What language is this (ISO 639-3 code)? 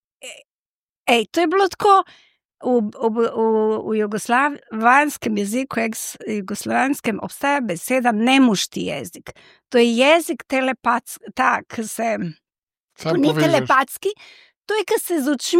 slv